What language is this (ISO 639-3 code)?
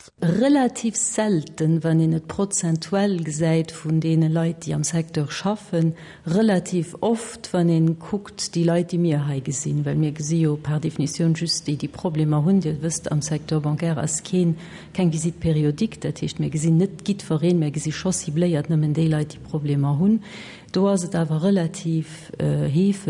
ltz